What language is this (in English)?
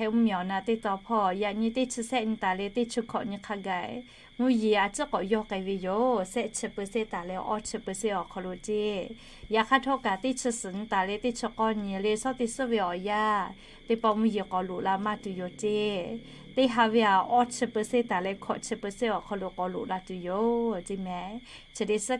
Lahu